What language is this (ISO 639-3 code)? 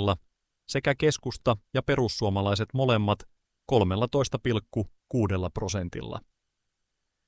fin